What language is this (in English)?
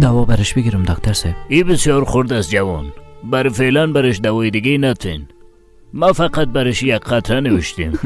Persian